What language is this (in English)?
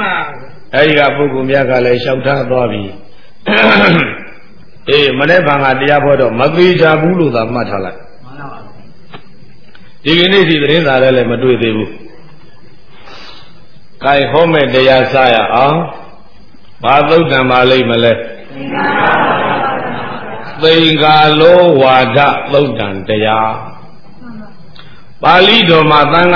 Burmese